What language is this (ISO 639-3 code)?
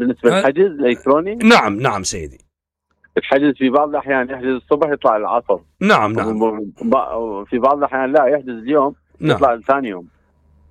acm